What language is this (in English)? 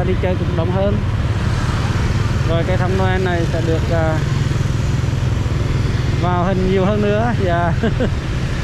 Vietnamese